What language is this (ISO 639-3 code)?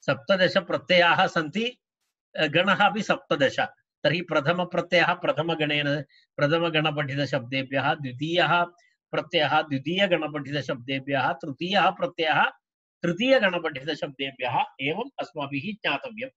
san